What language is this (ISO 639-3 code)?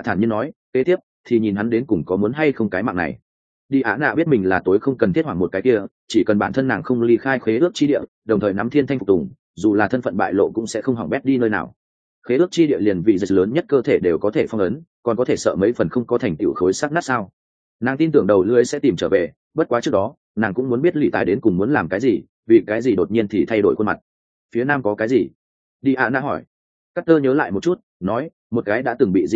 vie